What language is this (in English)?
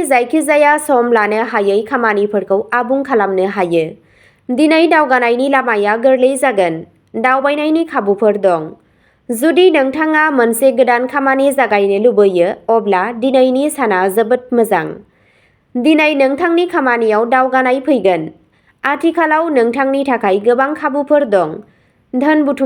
Bodo